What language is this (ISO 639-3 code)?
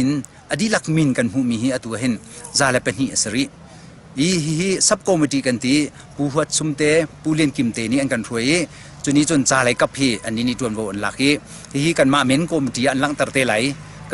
cnh